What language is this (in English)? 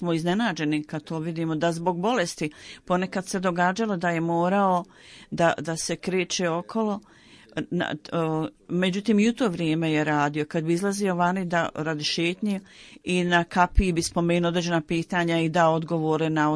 Bosnian